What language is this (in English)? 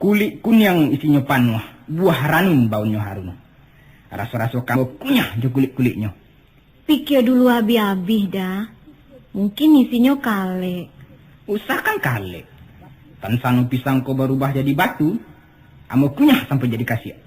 Minangkabau